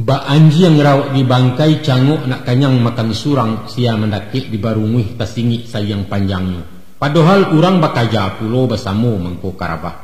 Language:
Minangkabau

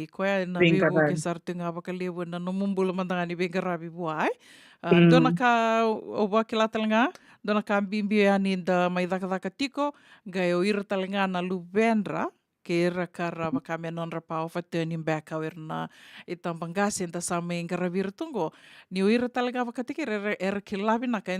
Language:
Fijian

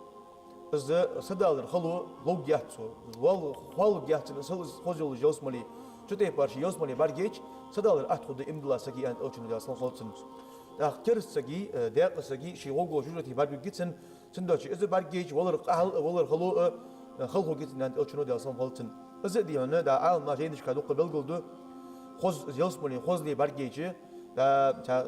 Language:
Ingush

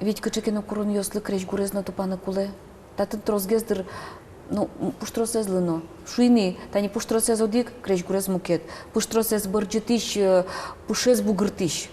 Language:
Udmurt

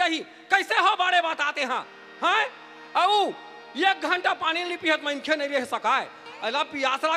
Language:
Chhattisgarhi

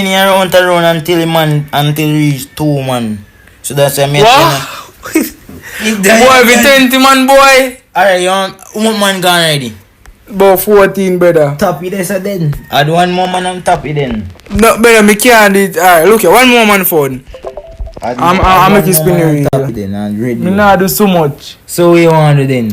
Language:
Jamaican Creole English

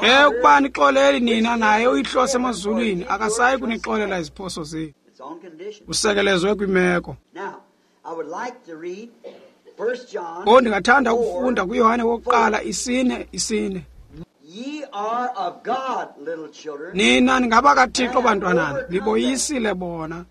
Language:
Xhosa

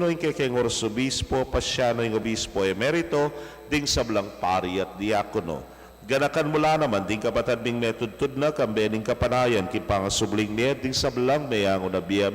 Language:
Pampanga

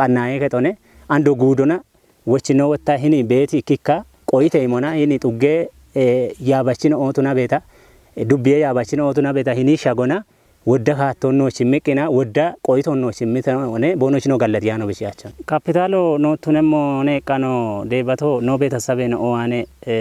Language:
Kafa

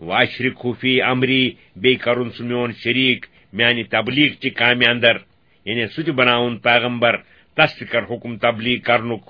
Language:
Kashmiri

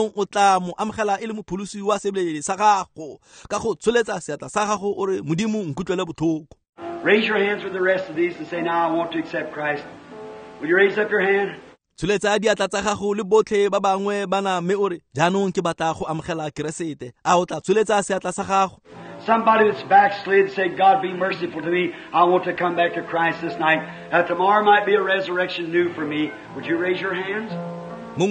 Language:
Tswana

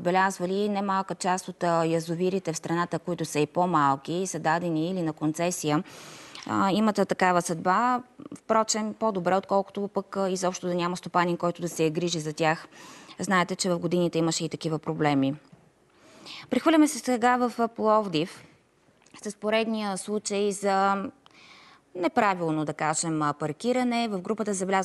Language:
Bulgarian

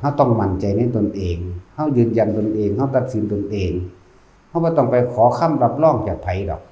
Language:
Northeastern Thai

